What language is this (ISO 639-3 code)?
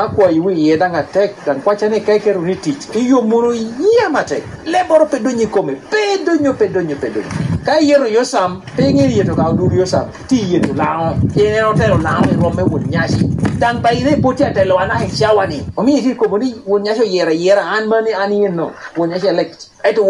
laj